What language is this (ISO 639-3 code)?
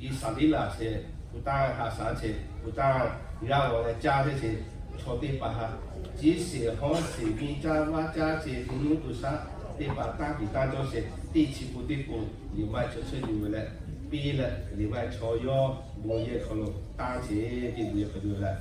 lhu